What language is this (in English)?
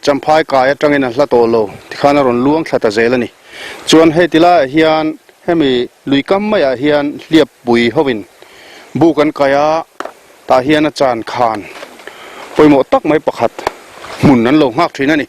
Mizo